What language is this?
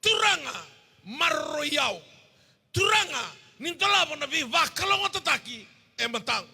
Fijian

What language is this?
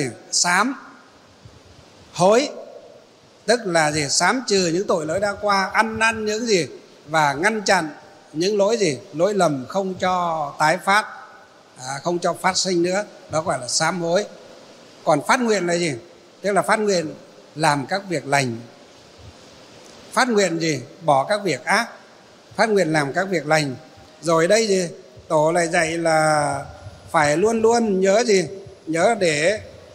Vietnamese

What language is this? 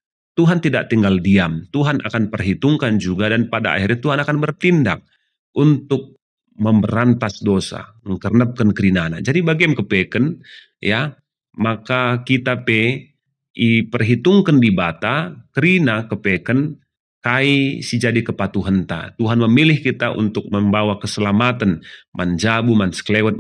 Batak Karo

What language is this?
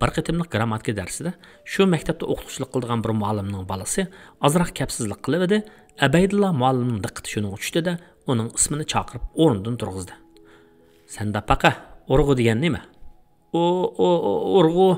Uyghur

